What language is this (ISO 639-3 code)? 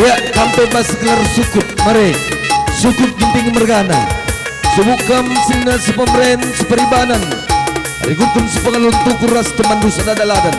btx